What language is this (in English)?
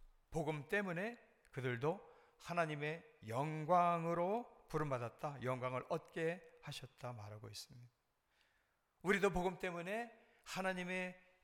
Korean